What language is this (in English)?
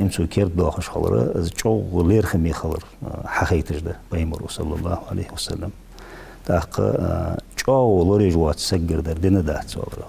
Ingush